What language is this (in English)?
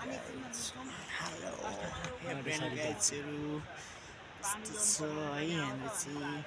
Nepali